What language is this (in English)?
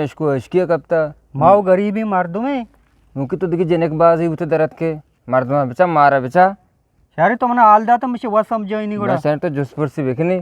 Eastern Balochi